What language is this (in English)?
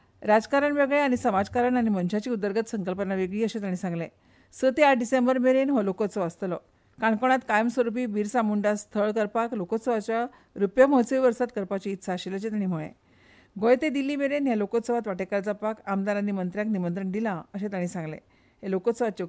Konkani